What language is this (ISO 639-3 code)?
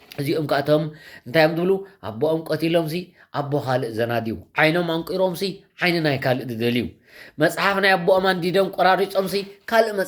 tir